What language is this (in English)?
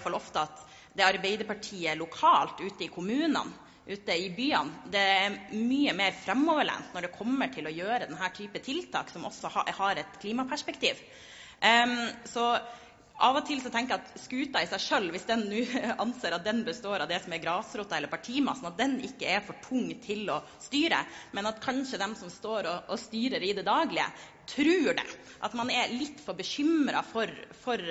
Norwegian